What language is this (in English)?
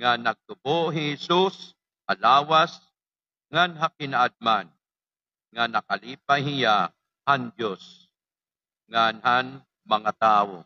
Waray